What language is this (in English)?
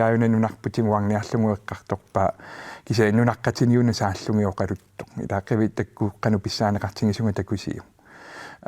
Kalaallisut